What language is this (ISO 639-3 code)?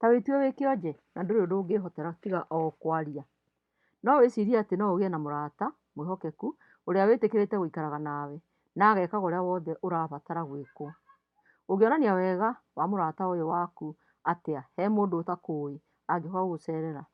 kik